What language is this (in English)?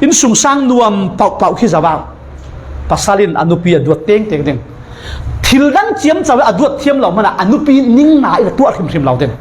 Falam Chin